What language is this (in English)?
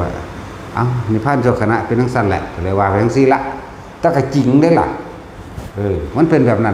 Lao